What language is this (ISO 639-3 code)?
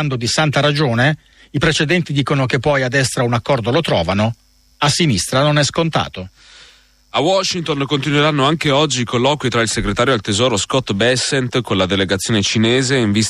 ita